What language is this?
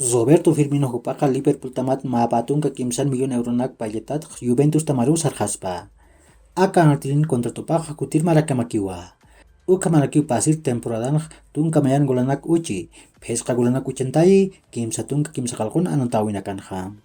Aymara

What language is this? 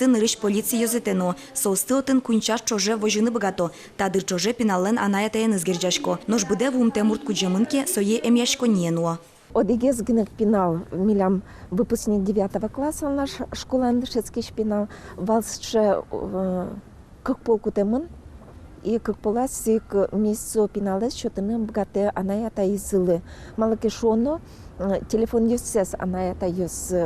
Udmurt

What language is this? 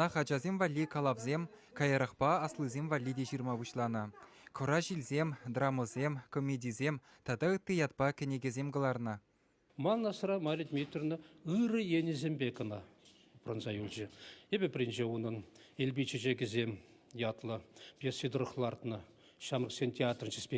Chuvash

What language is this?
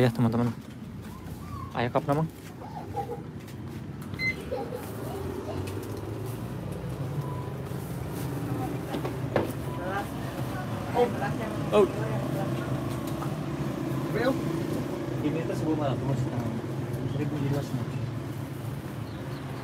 Indonesian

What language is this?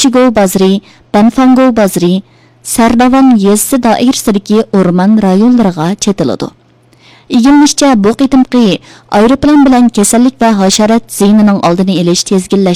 Uyghur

